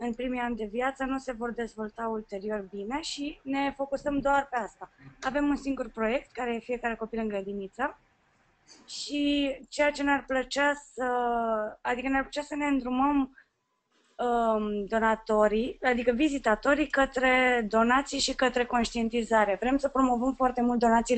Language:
Romanian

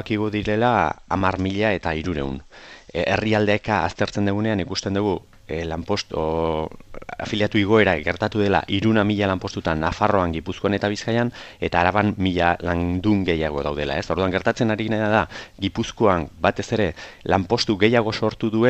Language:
Basque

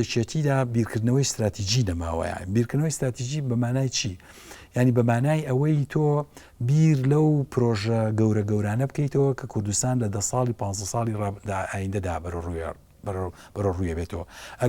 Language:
Central Kurdish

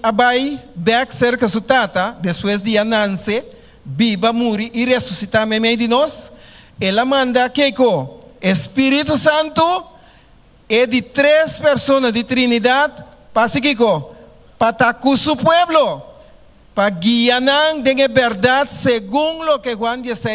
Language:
Papiamento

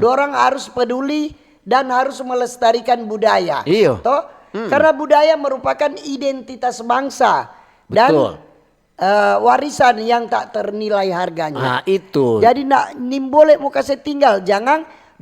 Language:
Manado Malay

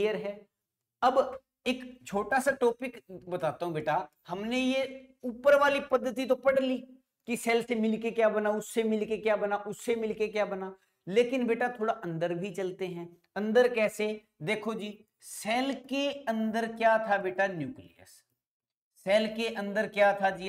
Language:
Hindi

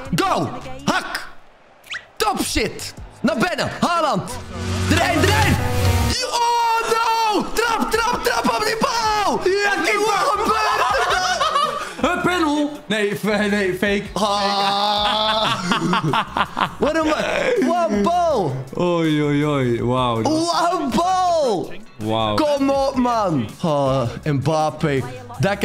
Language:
Dutch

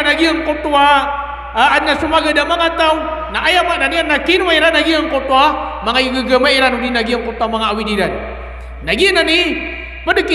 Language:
Maranao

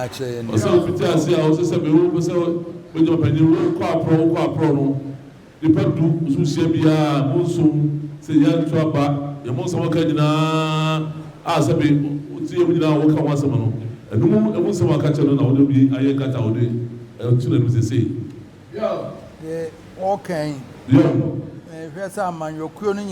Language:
Akan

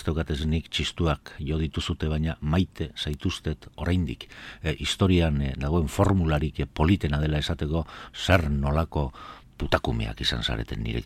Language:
Basque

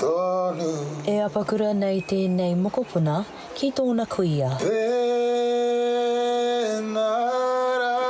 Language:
Māori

